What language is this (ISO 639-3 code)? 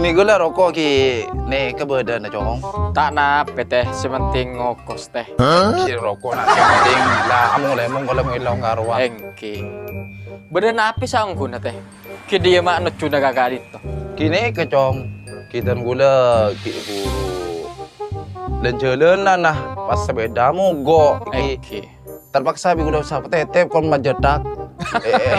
mad